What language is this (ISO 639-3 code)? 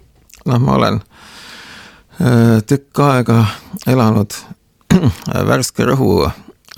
est